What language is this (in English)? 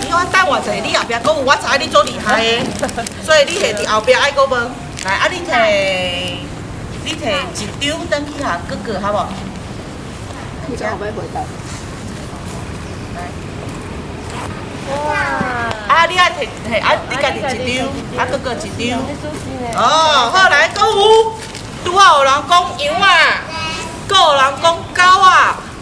Min Nan Chinese